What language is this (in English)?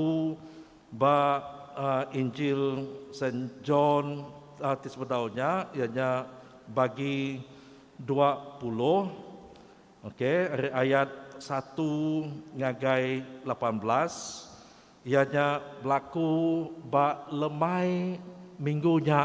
Iban